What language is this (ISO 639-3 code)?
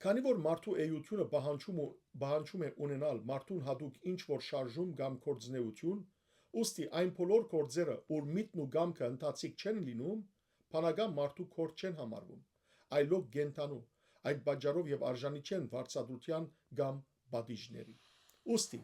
hyw